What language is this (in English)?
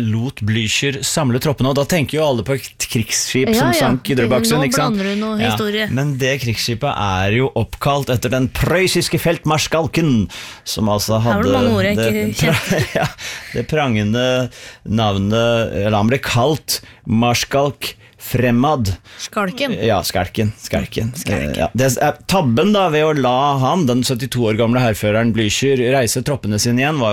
Norwegian